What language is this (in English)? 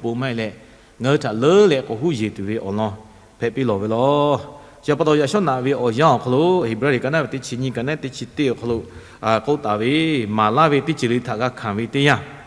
Lahu